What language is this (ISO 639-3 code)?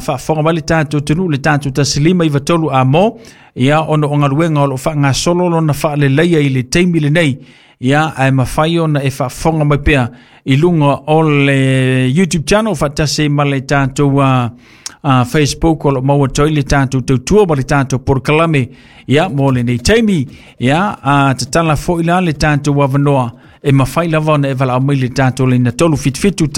smo